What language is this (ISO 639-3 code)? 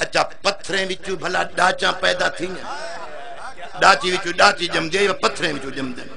skr